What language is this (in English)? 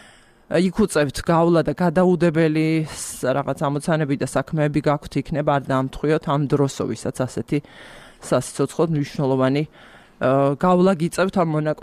Georgian